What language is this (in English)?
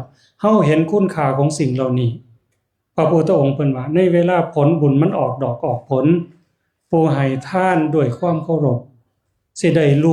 Northeastern Thai